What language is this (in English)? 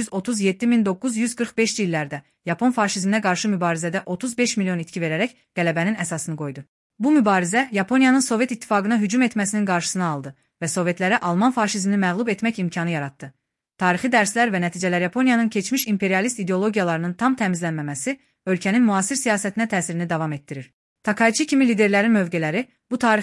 Azerbaijani